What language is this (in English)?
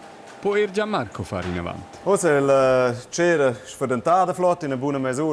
Romansh